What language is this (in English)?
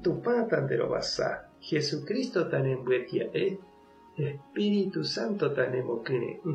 Guarani